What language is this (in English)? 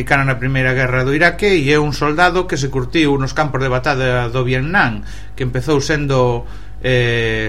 Galician